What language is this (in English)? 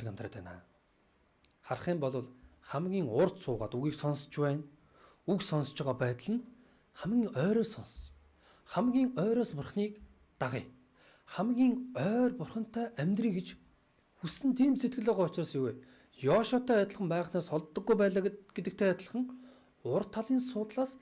Mongolian